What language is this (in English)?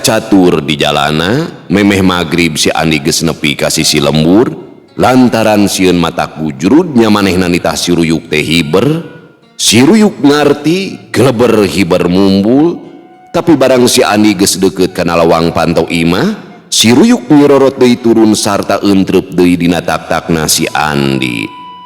Sundanese